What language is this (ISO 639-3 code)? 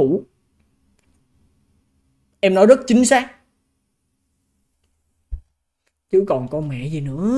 vie